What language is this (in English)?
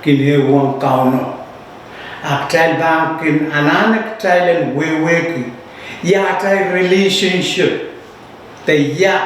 Pohnpeian